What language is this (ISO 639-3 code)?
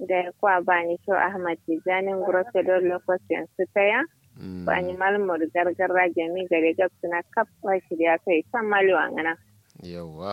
kau